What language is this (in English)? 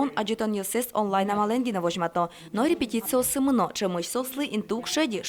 Udmurt